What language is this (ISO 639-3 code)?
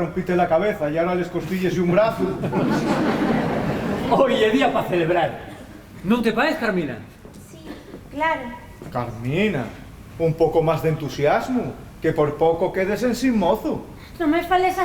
ast